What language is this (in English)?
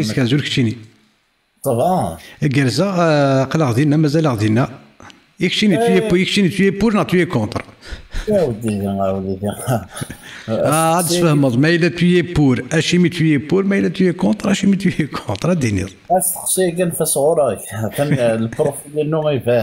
Kabyle